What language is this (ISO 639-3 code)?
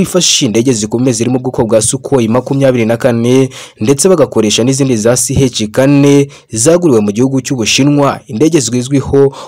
kin